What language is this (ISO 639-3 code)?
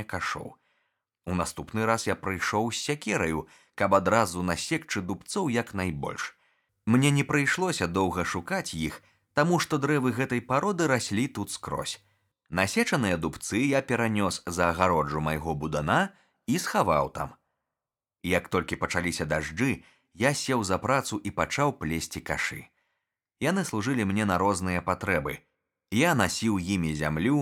bel